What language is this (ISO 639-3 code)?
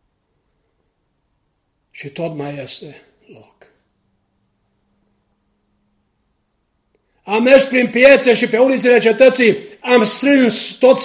ron